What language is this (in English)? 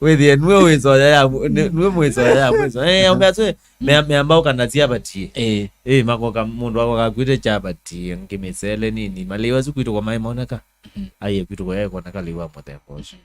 Kamba